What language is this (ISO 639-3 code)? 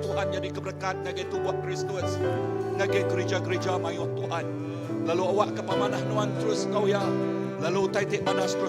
iba